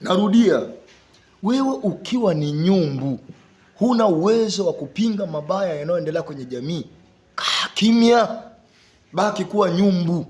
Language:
Swahili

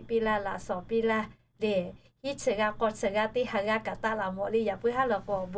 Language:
Lahu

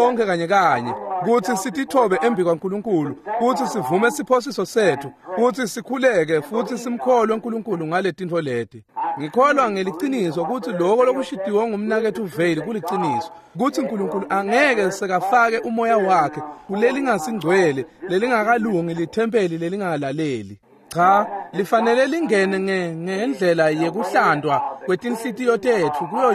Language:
Swati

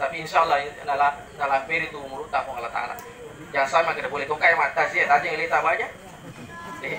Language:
Buginese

